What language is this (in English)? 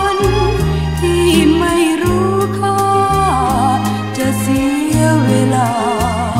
Thai